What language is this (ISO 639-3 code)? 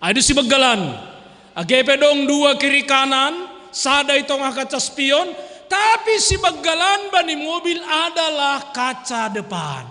bts